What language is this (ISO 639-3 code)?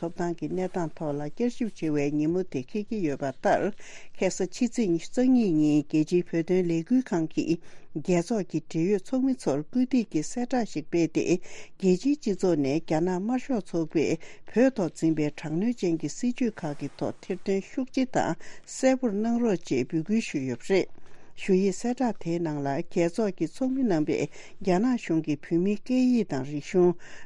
bod